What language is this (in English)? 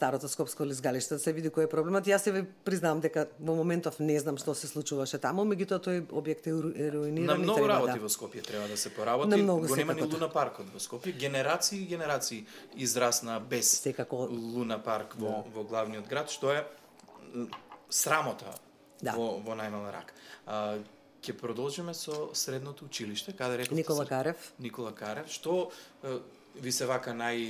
Macedonian